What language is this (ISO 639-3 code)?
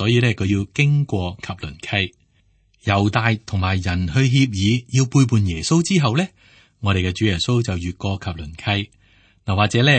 yue